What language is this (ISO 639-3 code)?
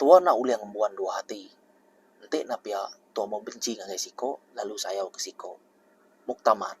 iba